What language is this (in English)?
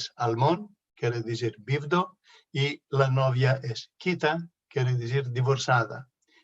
Ladino